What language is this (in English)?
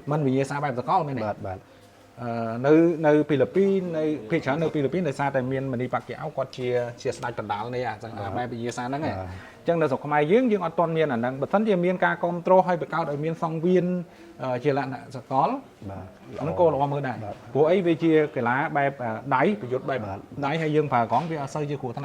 Khmer